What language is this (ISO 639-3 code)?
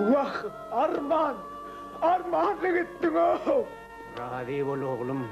tuk